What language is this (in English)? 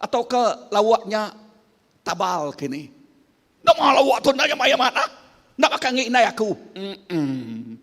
Iban